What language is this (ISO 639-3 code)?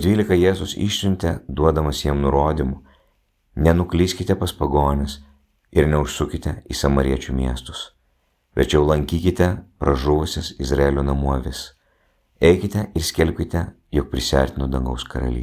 lit